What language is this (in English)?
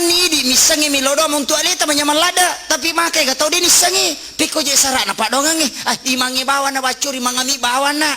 Buginese